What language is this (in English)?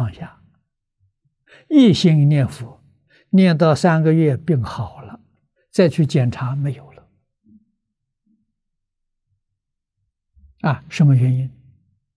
Chinese